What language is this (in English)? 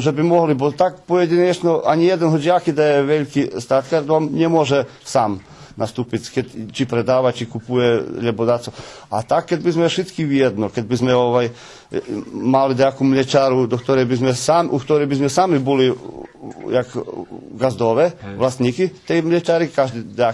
Rusyn